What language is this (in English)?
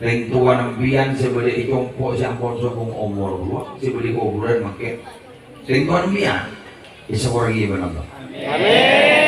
Madurese